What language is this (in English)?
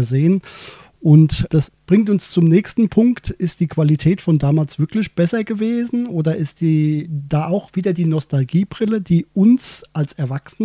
German